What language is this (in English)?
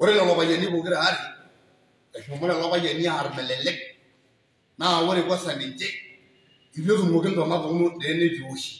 Masai